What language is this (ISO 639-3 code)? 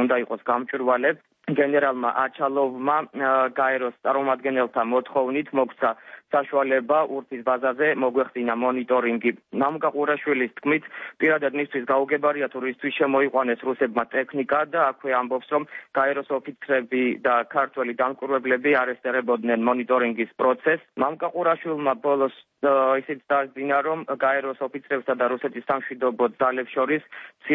kat